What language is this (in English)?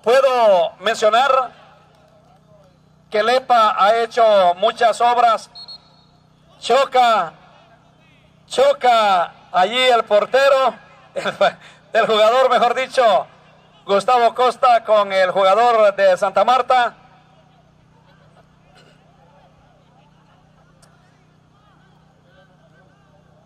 Spanish